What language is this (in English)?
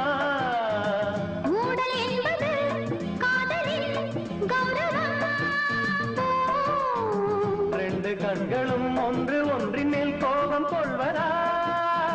Tamil